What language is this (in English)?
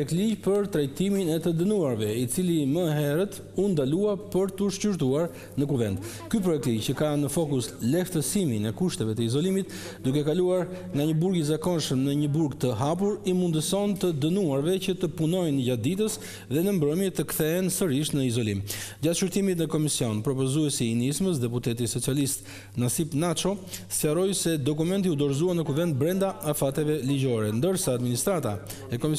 Albanian